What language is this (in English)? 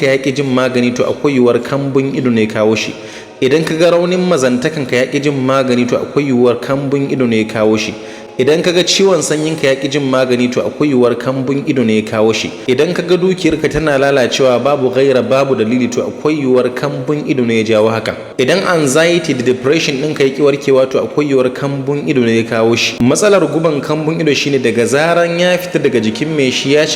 Hausa